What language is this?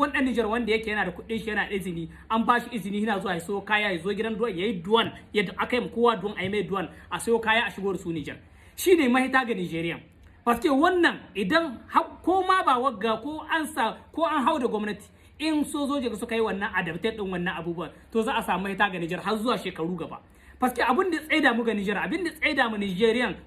Hausa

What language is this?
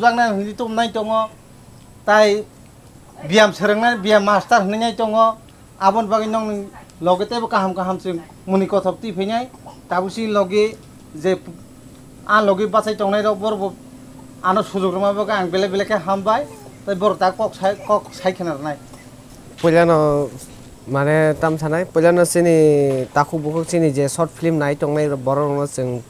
Kok Borok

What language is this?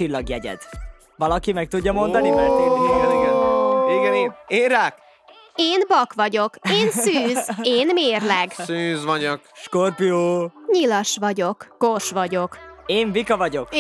Hungarian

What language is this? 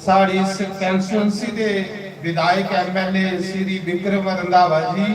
Dogri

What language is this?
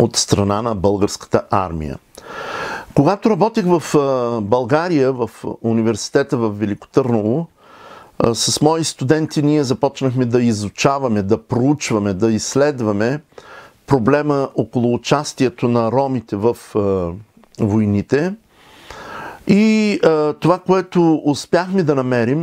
Bulgarian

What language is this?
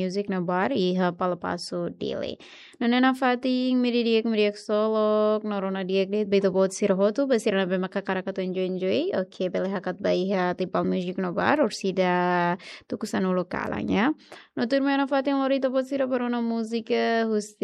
Tetum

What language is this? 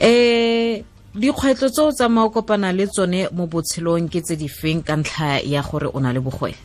Tswana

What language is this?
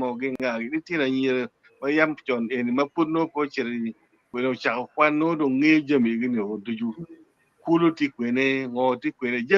Acoli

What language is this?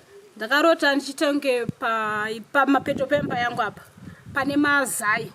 Shona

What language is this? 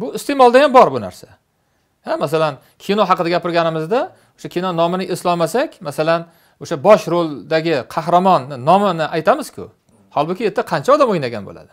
Uzbek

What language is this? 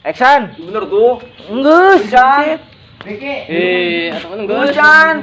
Sundanese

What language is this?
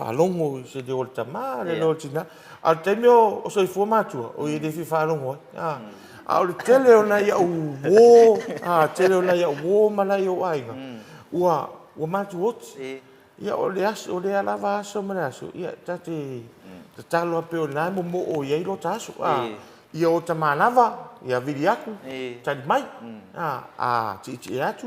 Samoan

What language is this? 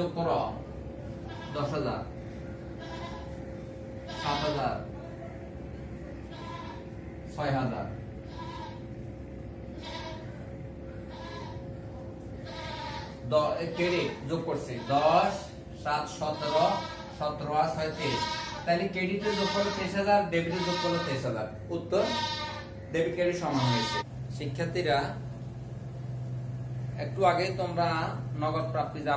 Bangla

